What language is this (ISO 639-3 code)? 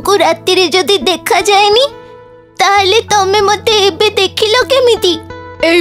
ori